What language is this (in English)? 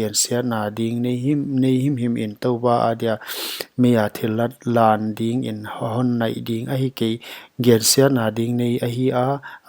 Paite Chin